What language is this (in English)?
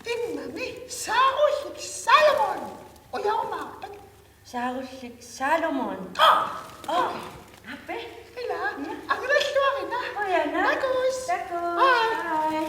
Kalaallisut